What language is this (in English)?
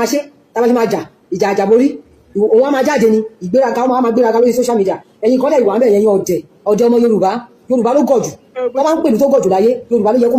Yoruba